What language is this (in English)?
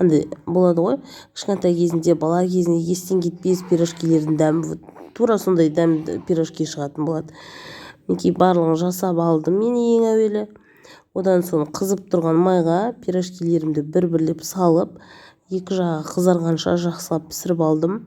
Kazakh